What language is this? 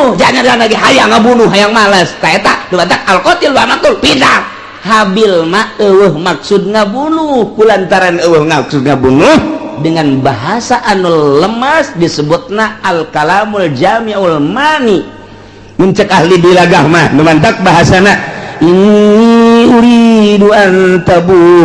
Sundanese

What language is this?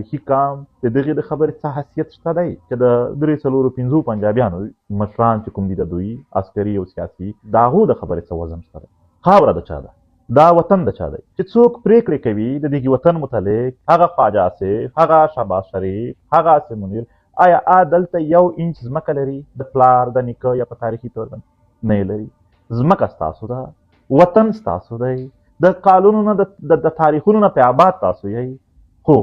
Pashto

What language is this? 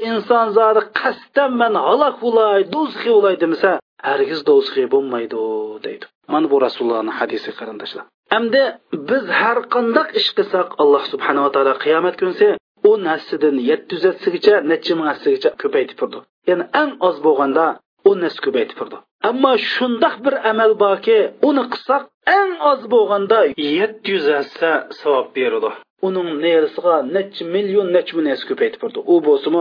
Uyghur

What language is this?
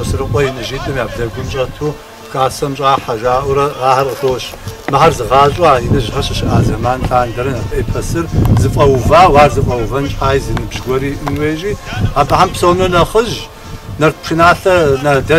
Kabardian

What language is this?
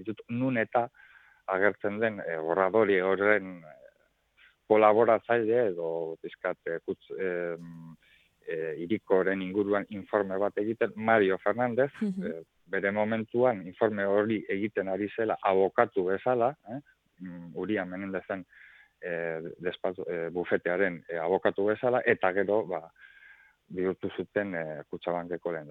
Basque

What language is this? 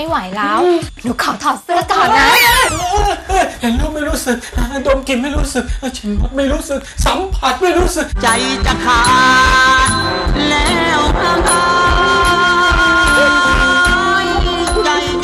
Thai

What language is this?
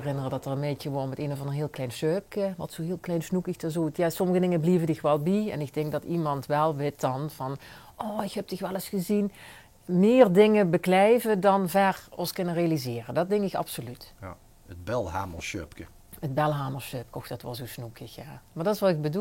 Limburgish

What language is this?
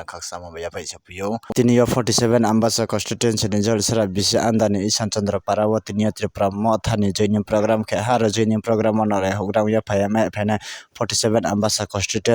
Kok Borok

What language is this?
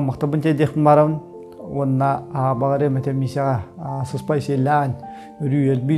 Yakut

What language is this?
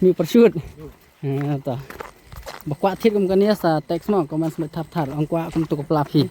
Khasi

